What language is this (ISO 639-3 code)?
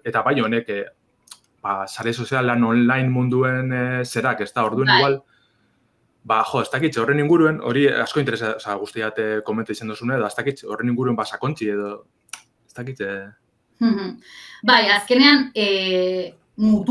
eus